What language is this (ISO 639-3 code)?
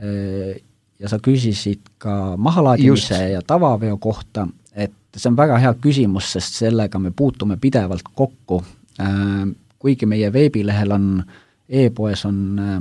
est